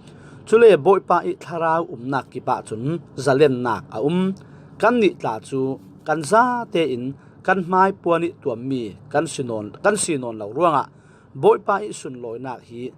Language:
Falam Chin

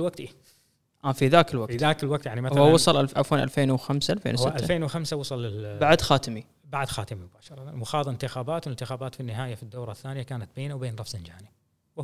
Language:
Gulf Arabic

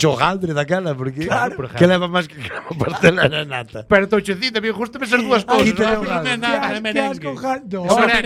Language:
Galician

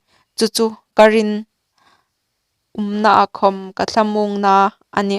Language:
Hmar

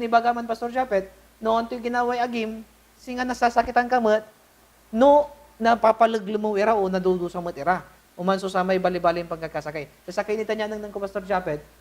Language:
Pangasinan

